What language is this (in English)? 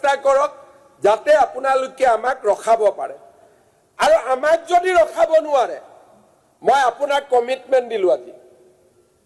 Assamese